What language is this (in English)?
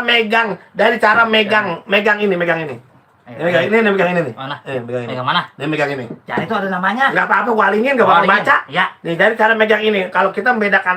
Betawi